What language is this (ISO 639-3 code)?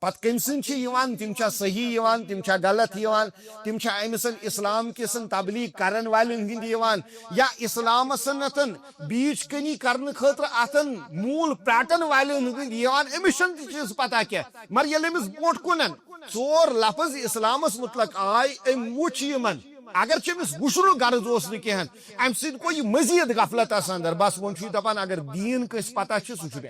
kas